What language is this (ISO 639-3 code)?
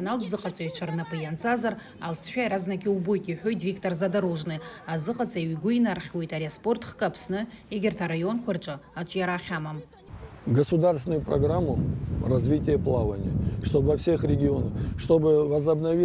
abk